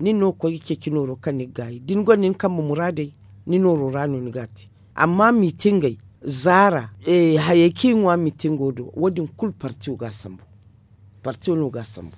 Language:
Zarma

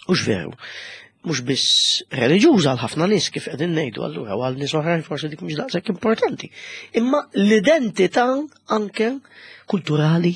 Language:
Maltese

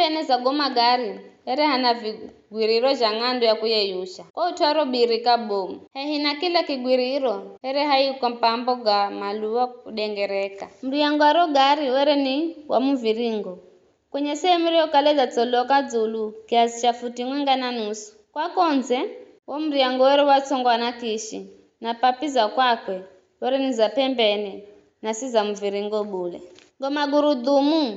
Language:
Giryama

